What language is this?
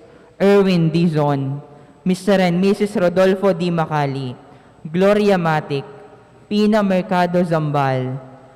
Pampanga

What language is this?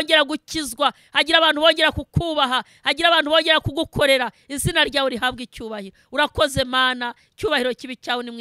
Kinyarwanda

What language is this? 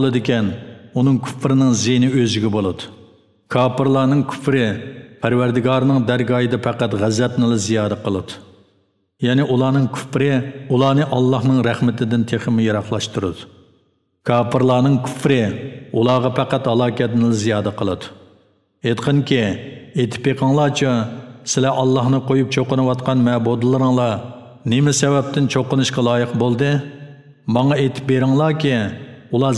Uyghur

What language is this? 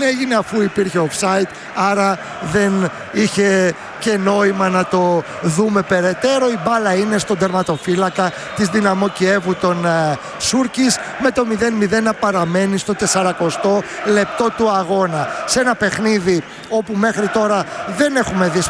Greek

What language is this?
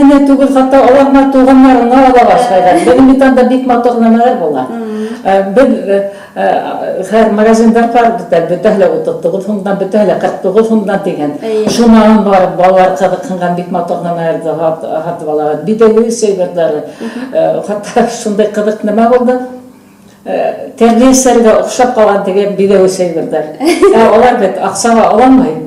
Bashkir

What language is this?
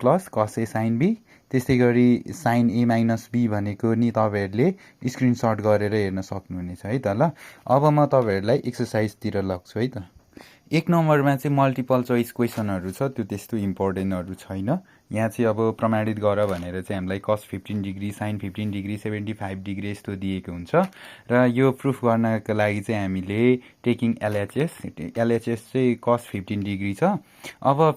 Nepali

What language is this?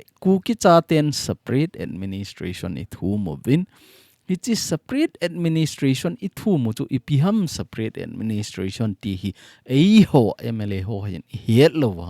Thado Chin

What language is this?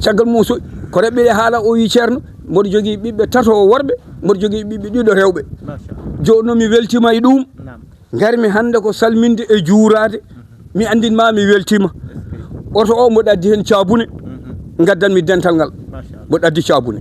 Fula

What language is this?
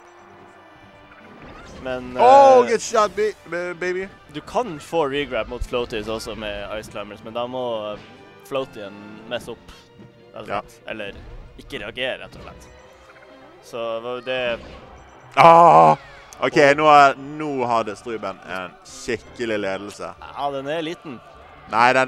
Norwegian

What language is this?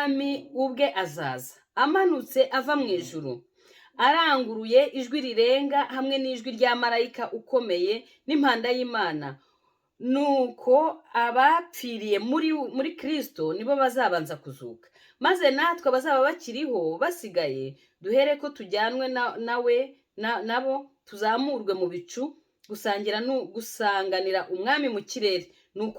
Kinyarwanda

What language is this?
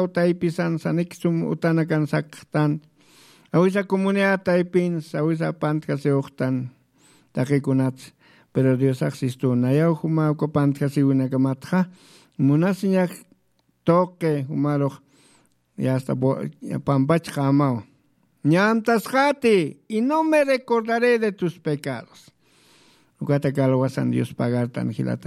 Aymara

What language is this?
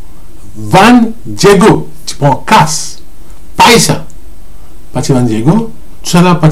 Morisyen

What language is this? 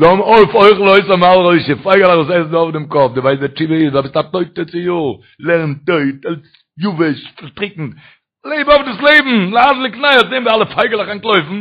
Yiddish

